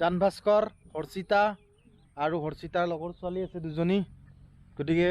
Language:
Assamese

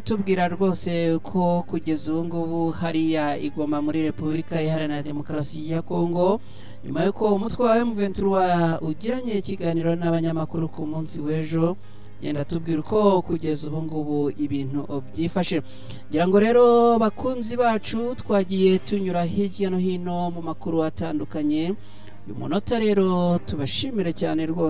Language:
Kinyarwanda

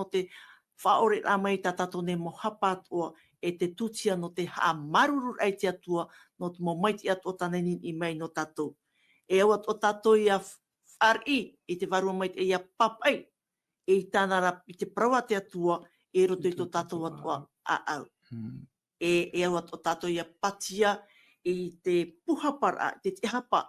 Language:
Tahitian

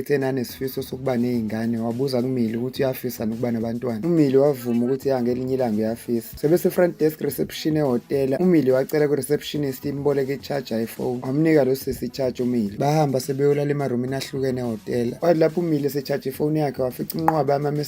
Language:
Zulu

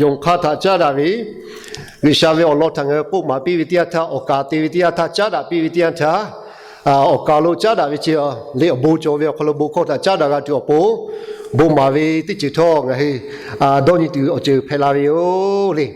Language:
Lahu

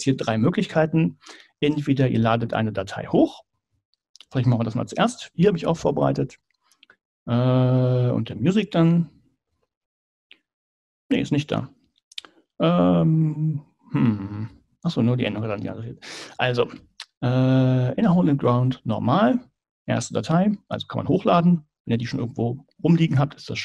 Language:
German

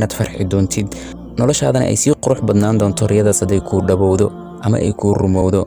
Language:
Somali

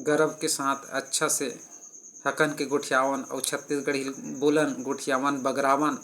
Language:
Chhattisgarhi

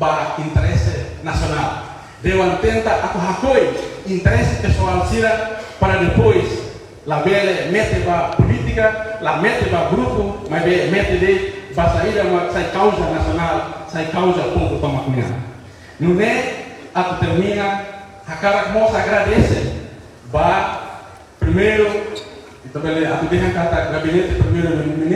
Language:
Tetum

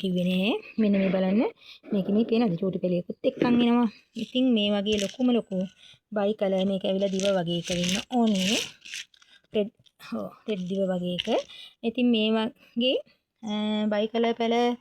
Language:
Sinhala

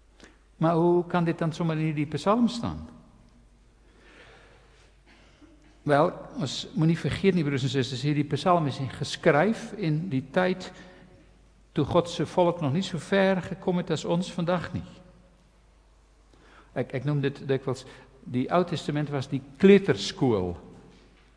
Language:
Afrikaans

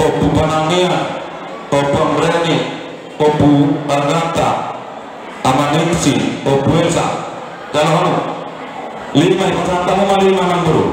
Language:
Batak Toba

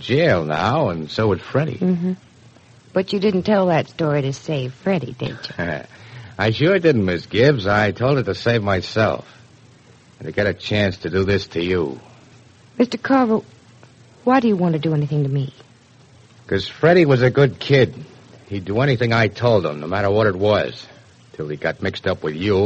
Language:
English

